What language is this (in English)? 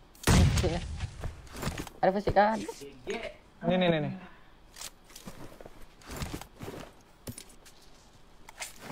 Malay